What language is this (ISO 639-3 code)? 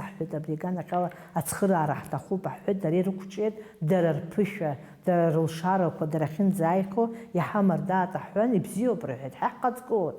abk